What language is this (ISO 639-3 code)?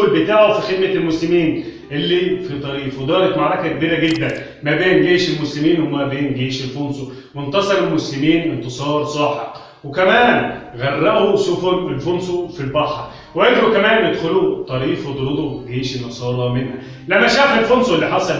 arz